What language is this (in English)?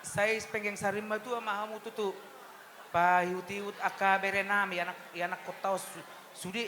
Batak Toba